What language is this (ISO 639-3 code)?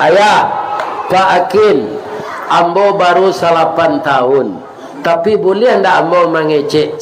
min